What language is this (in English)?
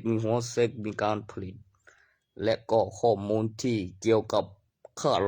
Northeastern Thai